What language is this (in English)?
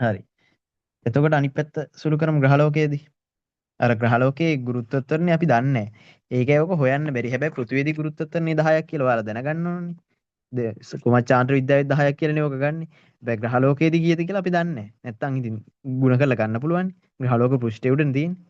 Sinhala